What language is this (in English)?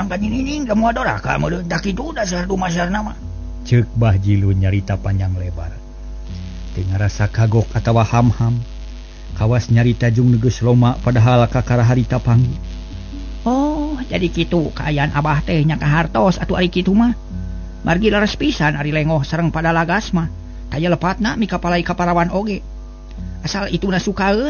Sundanese